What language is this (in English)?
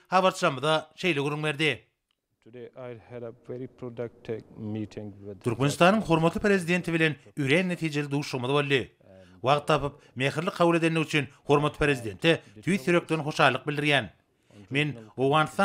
Turkmen